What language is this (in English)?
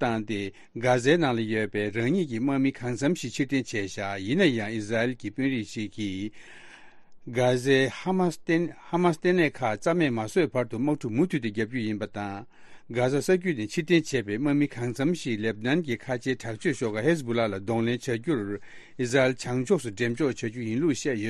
Tibetan